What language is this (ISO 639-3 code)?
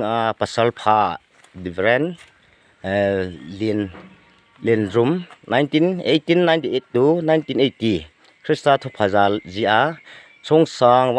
ctd